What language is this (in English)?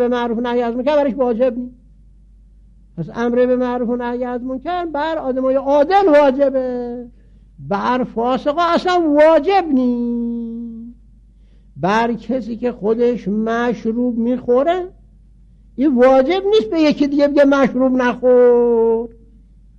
Persian